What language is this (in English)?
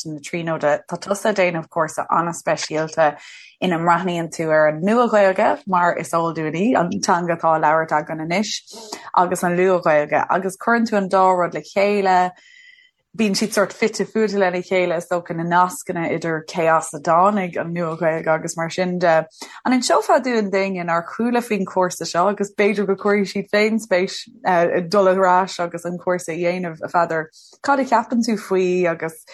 Irish